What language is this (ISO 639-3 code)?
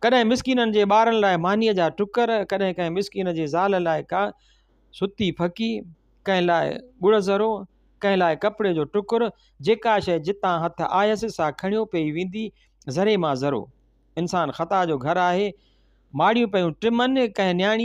snd